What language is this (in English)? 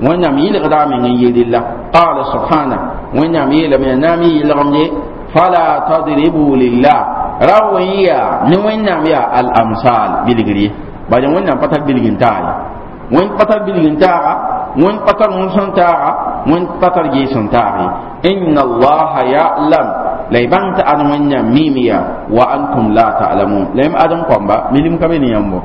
Mossi